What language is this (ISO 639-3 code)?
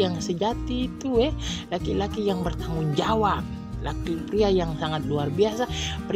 xmm